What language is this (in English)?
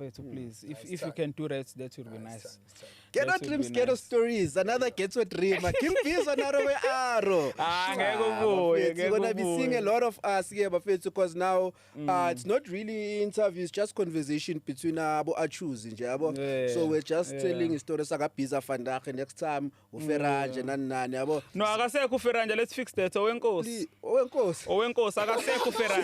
Zulu